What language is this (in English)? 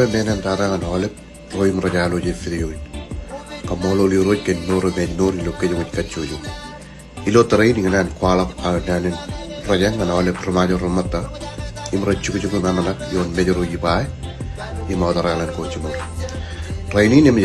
Marshallese